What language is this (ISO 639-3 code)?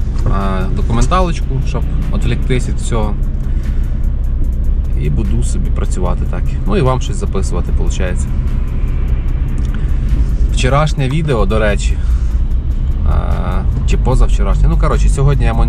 ukr